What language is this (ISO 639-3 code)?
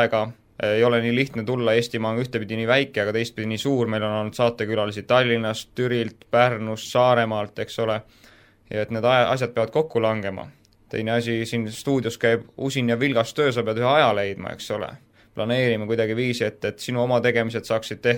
est